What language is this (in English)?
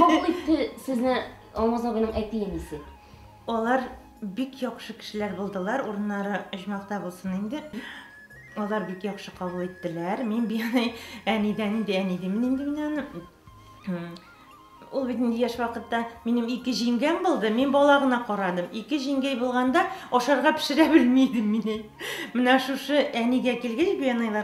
Tatar